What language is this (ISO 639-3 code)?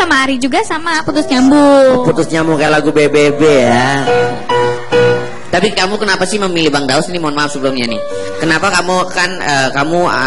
ind